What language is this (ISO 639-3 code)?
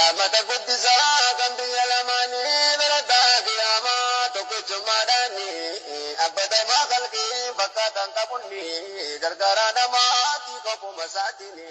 orm